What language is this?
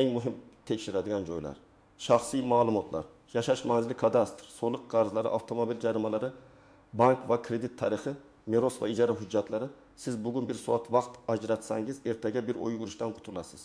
Uzbek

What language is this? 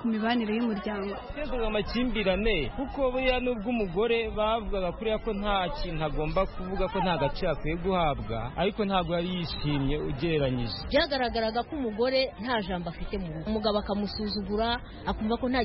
Kinyarwanda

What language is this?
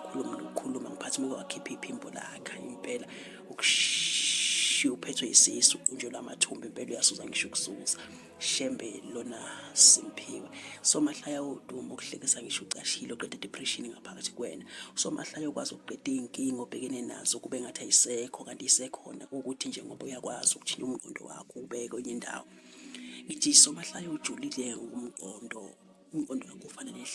Zulu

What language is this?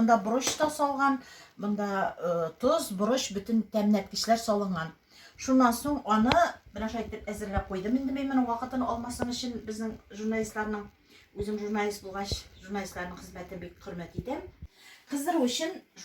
Tatar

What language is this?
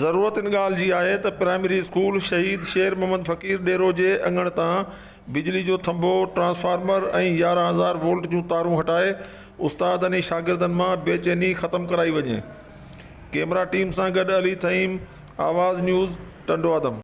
Sindhi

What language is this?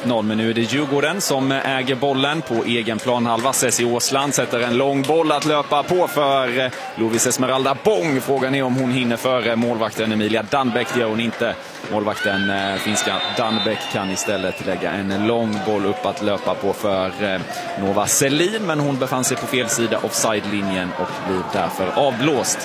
Swedish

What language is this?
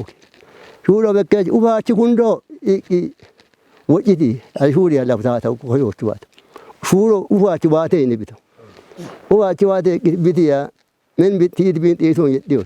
Kafa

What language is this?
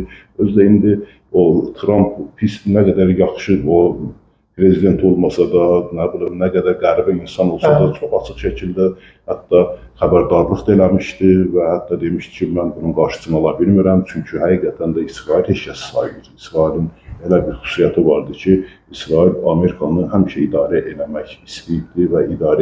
Azerbaijani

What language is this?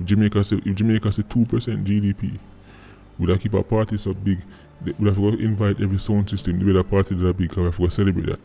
Jamaican Creole English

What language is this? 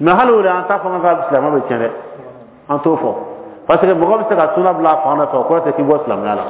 Bambara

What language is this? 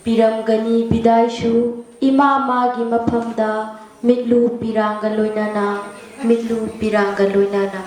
Manipuri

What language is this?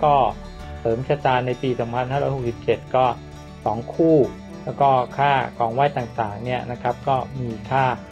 Thai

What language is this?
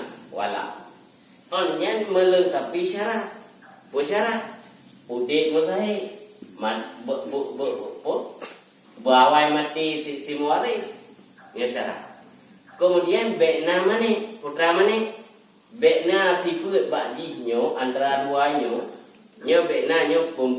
Achinese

